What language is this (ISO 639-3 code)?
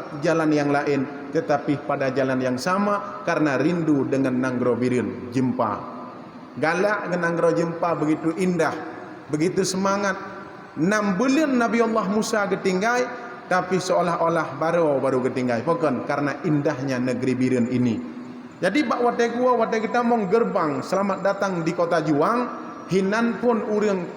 ace